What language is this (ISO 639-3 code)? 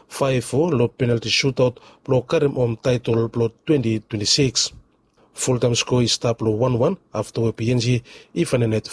bis